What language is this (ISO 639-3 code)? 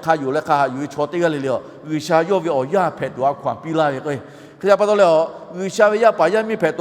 lhu